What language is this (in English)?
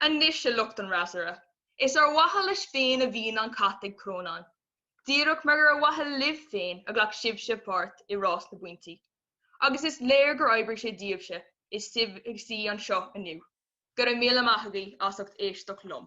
Irish